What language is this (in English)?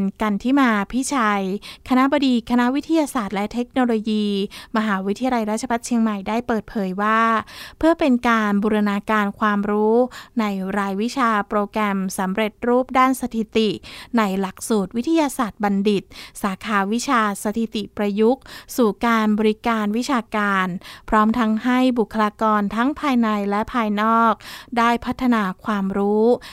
Thai